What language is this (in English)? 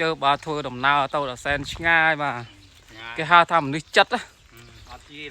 Khmer